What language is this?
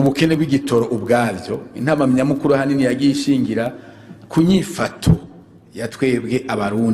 Rundi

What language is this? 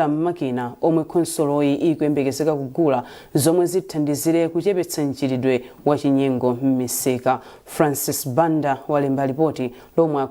Nyanja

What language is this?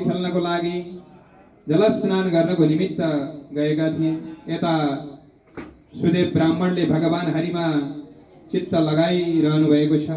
Nepali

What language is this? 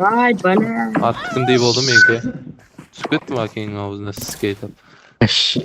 Kara-Kalpak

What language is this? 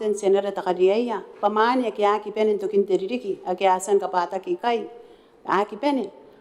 Gilbertese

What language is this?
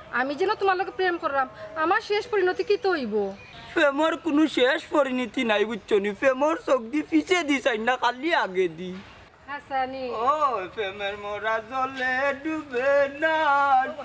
Sylheti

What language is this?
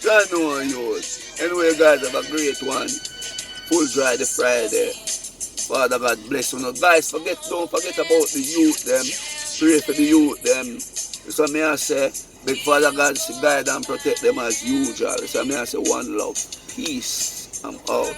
Jamaican Creole English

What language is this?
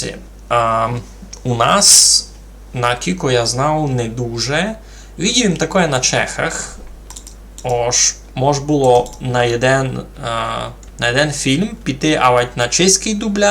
Rusyn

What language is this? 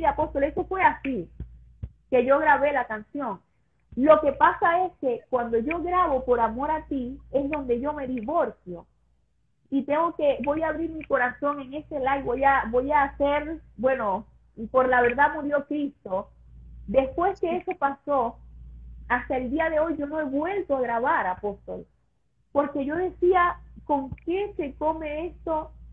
Spanish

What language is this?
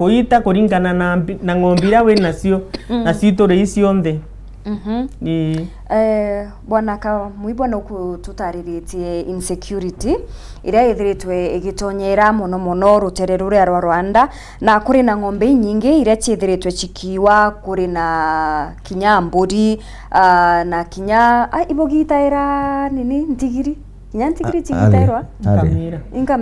Meru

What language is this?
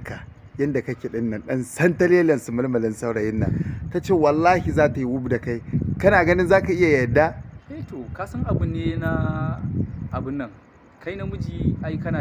Hausa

